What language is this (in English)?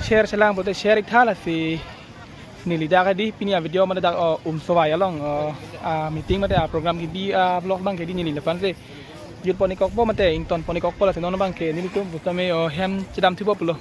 Karbi